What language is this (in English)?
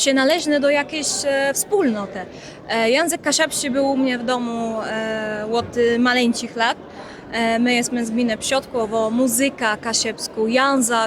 Kashubian